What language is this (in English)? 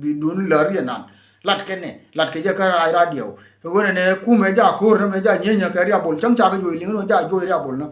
Nuer